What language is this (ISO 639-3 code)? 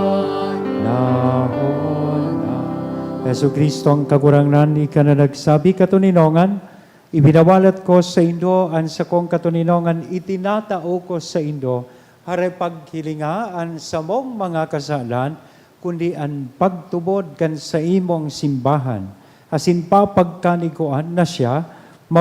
bik